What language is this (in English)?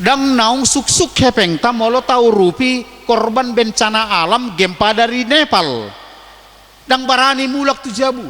Batak Toba